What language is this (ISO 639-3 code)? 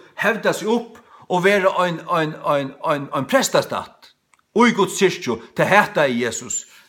fao